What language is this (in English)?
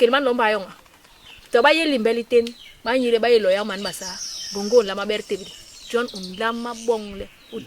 Basaa